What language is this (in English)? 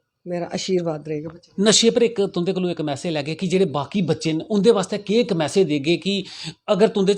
Dogri